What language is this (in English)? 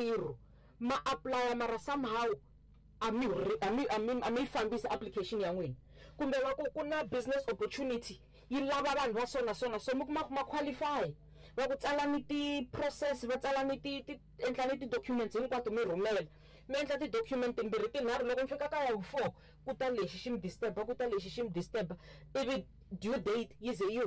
Tsonga